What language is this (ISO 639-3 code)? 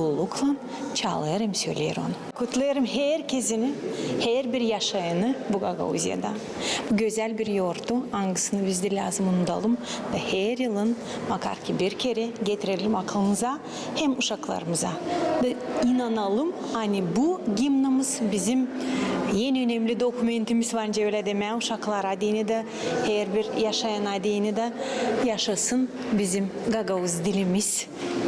gag